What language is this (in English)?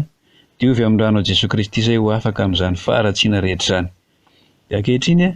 Malagasy